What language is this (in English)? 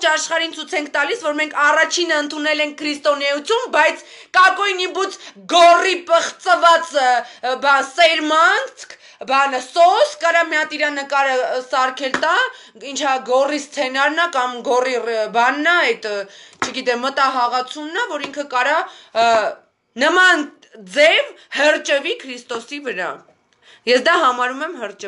Armenian